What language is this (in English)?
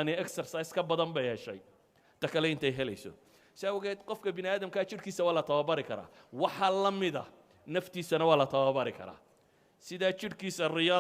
Somali